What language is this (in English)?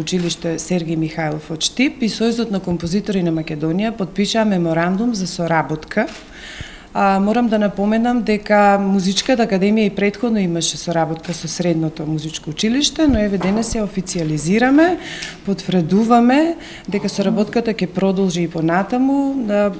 Macedonian